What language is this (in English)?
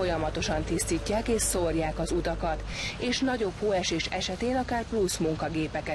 Hungarian